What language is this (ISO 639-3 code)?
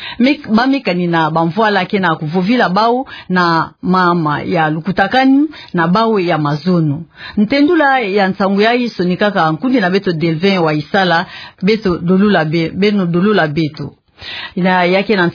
ktu